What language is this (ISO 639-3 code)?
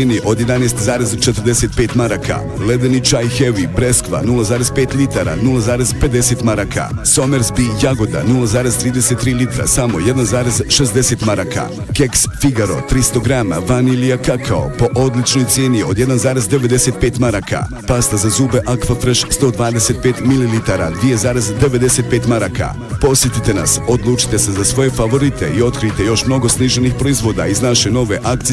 bos